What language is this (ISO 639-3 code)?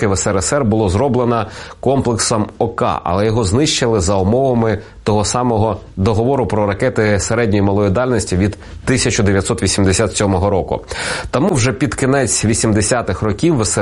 ukr